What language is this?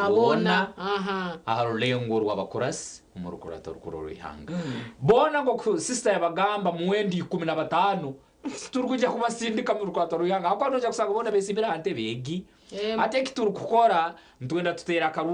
Nyankole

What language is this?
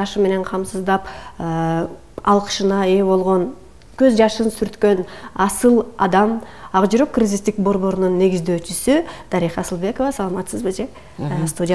Kyrgyz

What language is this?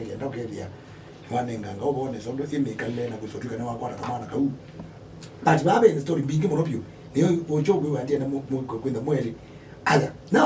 Kamba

